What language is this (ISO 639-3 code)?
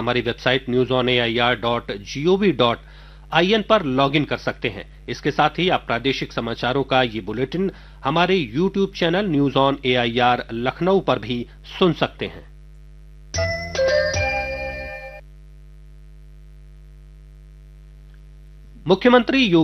hin